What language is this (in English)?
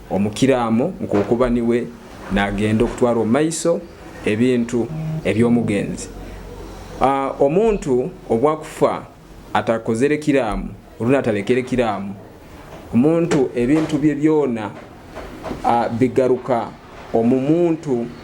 Nyoro